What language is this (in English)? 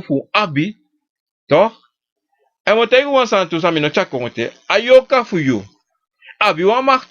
Sranan Tongo